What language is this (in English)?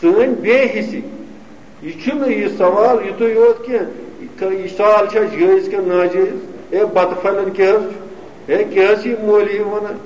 Kashmiri